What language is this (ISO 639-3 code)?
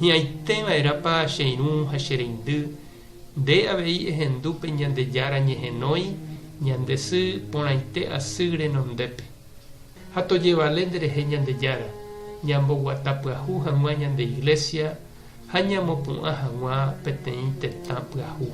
grn